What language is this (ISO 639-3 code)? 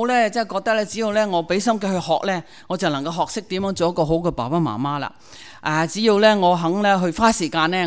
yue